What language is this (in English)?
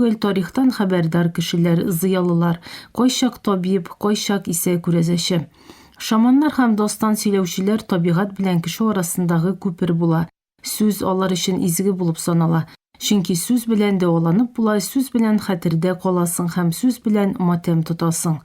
Tatar